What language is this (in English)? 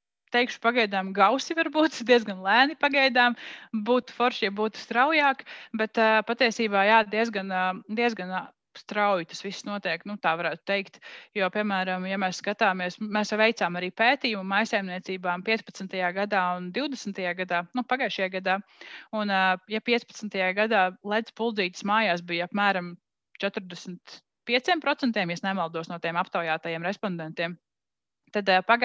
Latvian